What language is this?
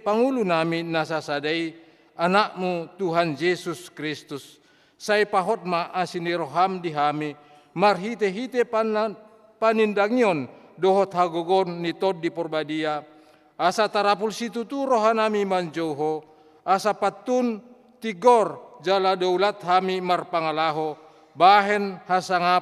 Batak Toba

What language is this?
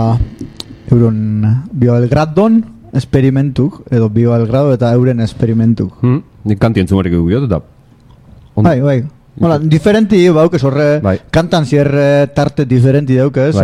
Basque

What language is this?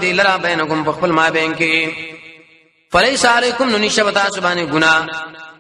Pashto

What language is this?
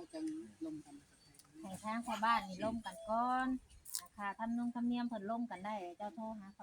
Northeastern Thai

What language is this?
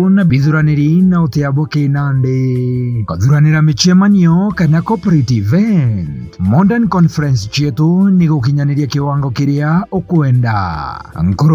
Meru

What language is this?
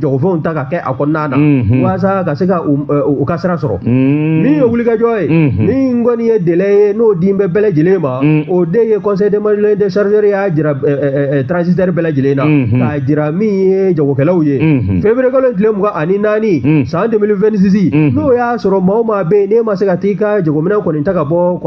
Bambara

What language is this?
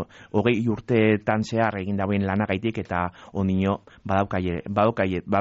Basque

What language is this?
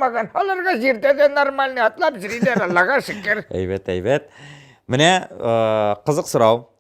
Tatar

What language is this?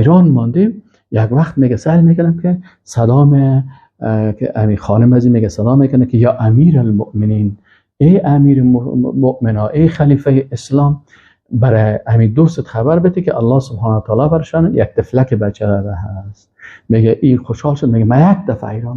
Persian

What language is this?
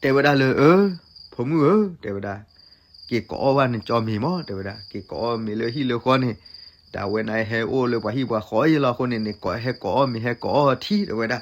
S'gaw Karen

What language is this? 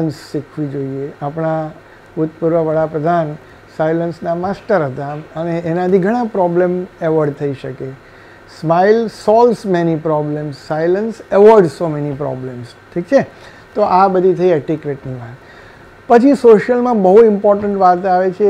Gujarati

